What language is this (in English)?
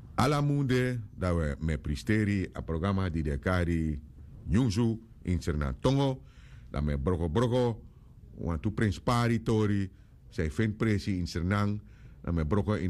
Sranan Tongo